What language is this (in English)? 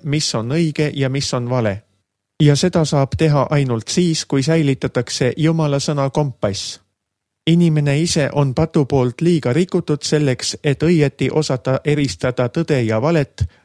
Estonian